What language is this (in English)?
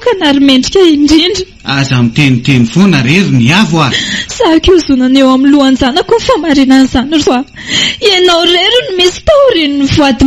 Malagasy